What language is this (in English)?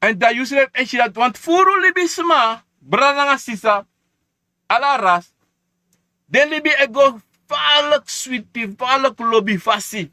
Sranan Tongo